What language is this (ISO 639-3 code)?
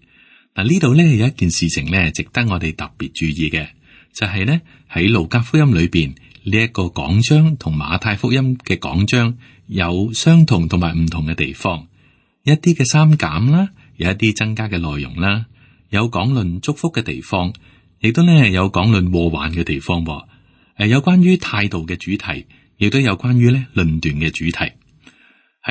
yue